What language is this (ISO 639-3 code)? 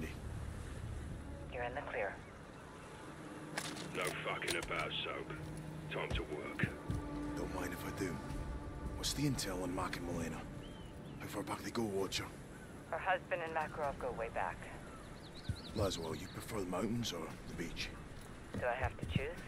eng